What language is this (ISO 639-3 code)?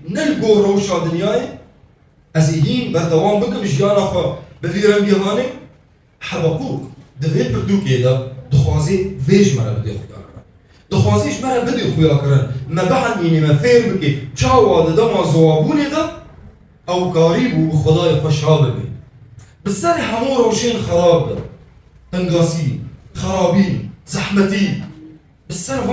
kur